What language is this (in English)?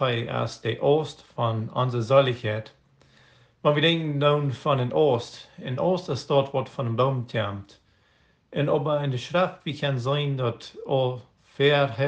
Plautdietsch